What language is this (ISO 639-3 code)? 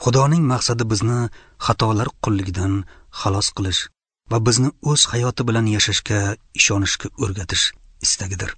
uzb